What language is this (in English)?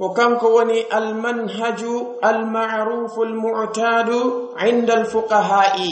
Pular